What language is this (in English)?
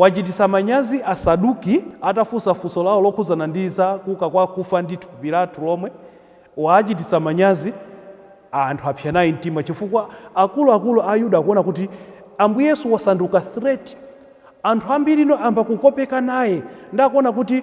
Nyanja